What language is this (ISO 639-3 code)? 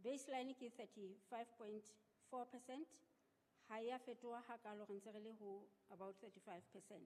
sot